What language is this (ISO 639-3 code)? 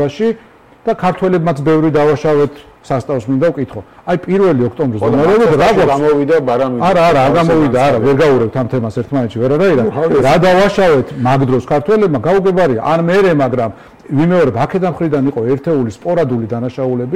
kat